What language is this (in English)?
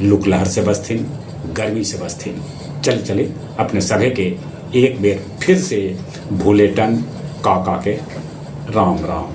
Magahi